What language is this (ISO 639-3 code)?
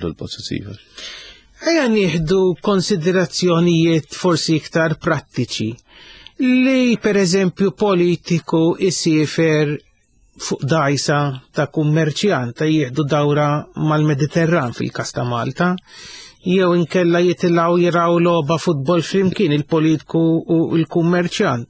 mlt